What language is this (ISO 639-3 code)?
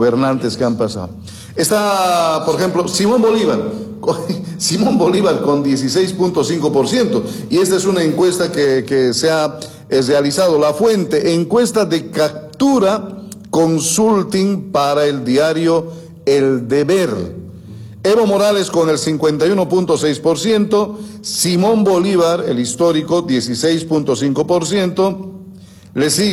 spa